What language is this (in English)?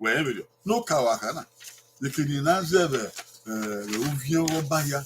Bini